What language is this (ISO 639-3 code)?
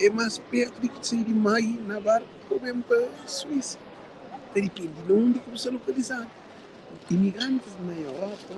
kea